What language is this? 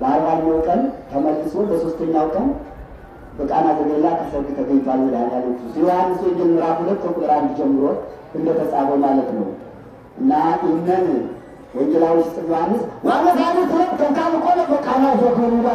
Amharic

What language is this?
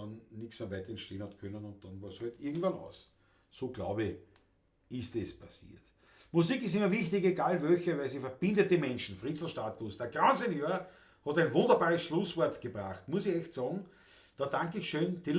Bavarian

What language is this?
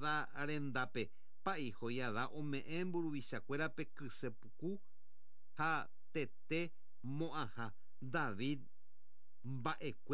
Guarani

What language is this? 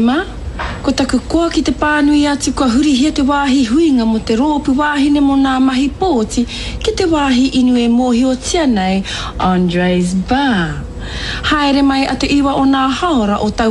Māori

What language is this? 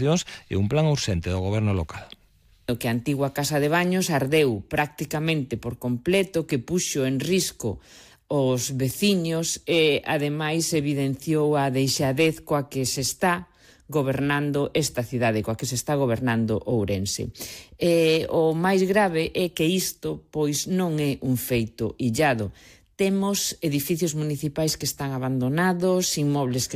Galician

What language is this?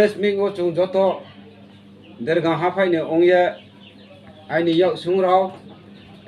Riang (India)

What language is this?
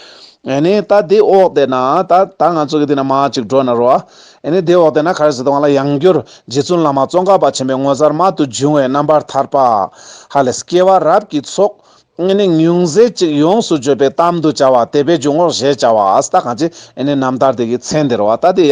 Tibetan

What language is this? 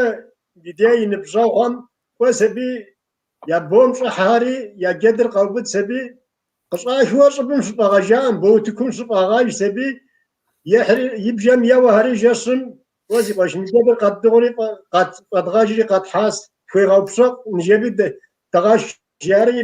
Kabardian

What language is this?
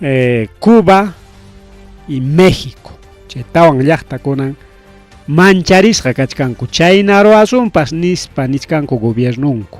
Ayacucho Quechua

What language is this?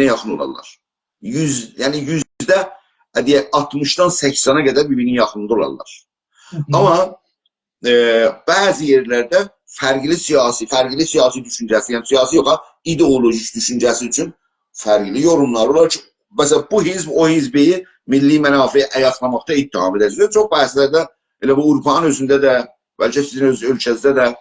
South Azerbaijani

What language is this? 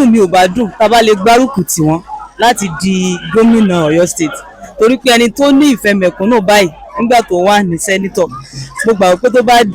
Yoruba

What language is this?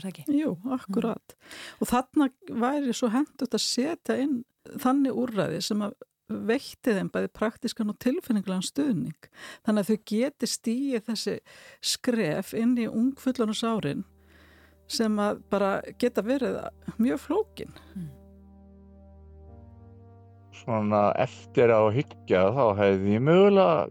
Icelandic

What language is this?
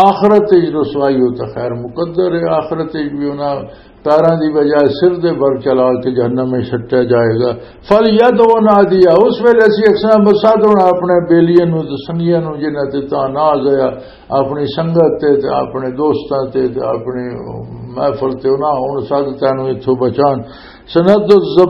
Western Panjabi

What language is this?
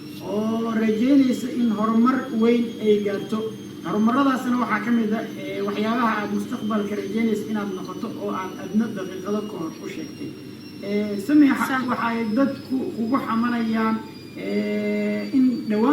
Somali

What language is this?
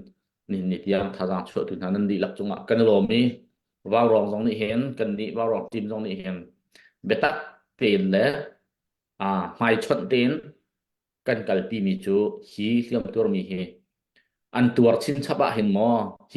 Hakha Chin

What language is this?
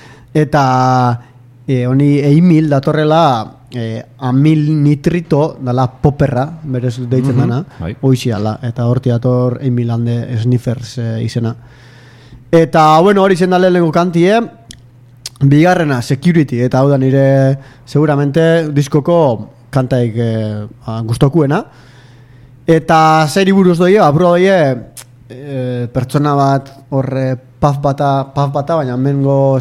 Basque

